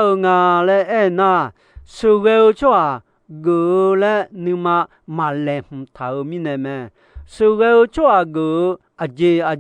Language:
Akha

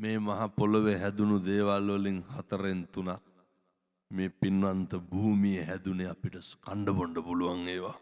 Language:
Sinhala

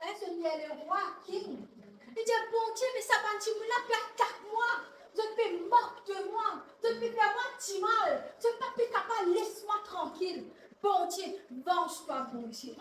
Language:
Morisyen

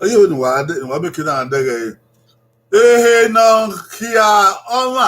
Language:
Bini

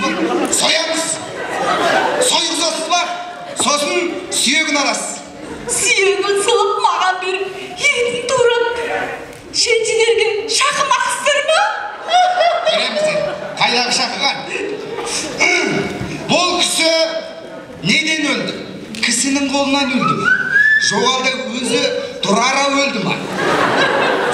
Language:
Kazakh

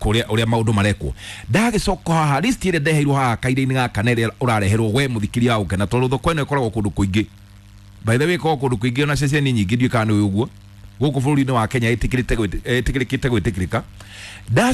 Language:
Kikuyu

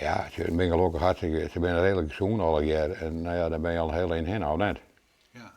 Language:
Western Frisian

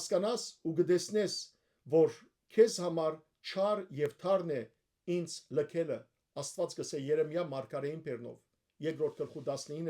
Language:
Western Armenian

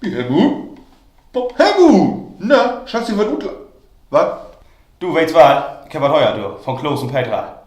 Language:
Low German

